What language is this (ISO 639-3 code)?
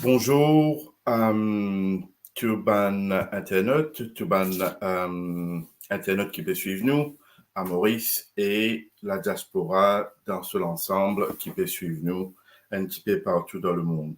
mfe